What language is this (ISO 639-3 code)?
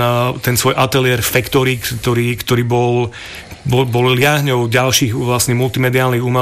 slk